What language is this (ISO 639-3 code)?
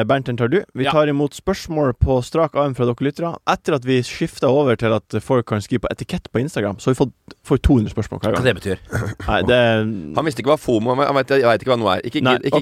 nor